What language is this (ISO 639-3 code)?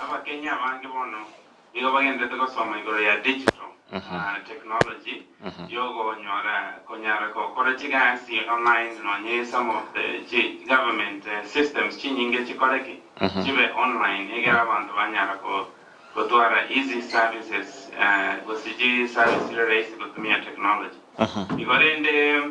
guz